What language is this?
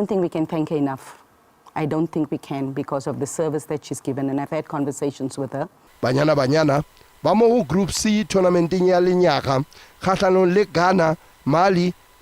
Tswana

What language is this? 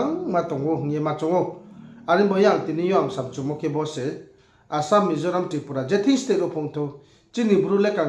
Riang (India)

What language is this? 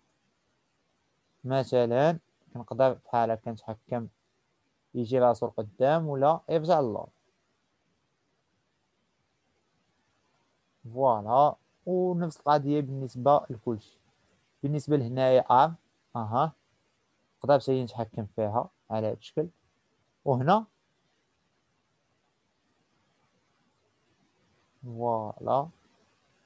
Moroccan Arabic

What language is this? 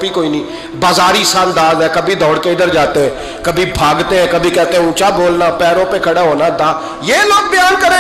Urdu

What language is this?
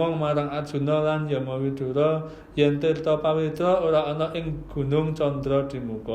Javanese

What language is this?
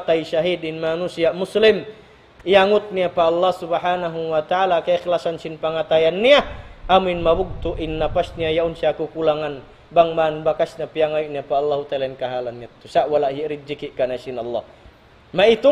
Tausug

